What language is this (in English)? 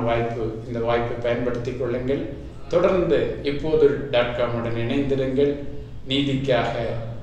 Tamil